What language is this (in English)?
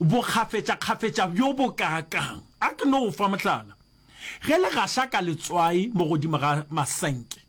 Northern Sotho